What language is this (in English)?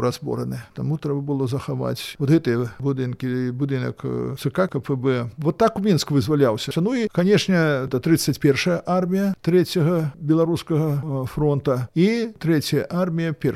Belarusian